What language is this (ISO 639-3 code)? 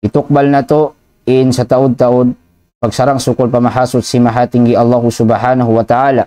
tsg